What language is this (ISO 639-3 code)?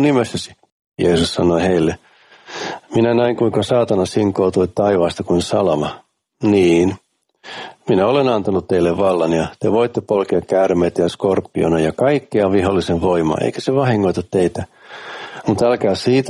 fin